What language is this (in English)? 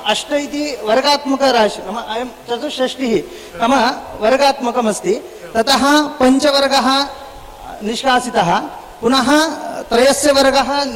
Sanskrit